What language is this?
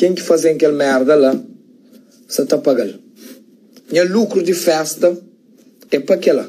Kabuverdianu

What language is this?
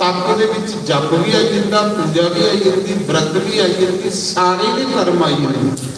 Dogri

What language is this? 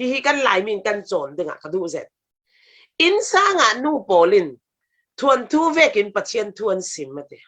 Falam Chin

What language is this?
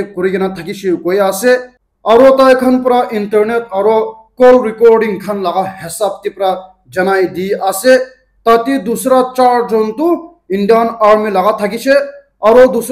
Naga Pidgin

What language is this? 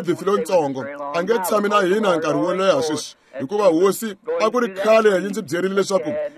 Tsonga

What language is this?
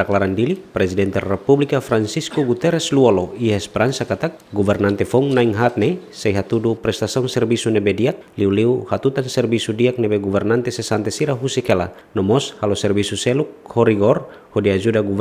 Tetum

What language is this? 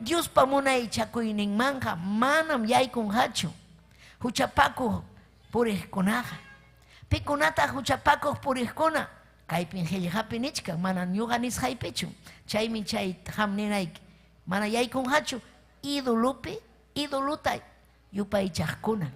Ayacucho Quechua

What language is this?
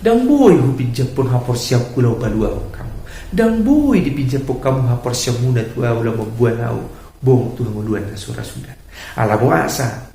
Batak Toba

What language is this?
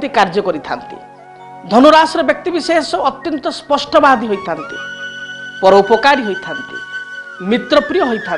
Odia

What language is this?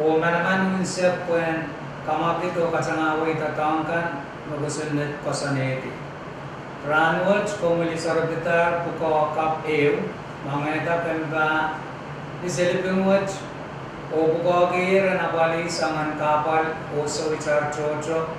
Pohnpeian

